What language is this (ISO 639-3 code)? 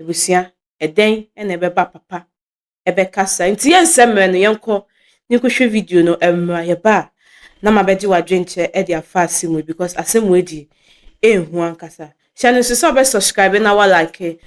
aka